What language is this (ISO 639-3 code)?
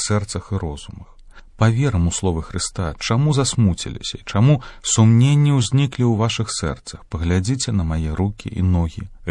bel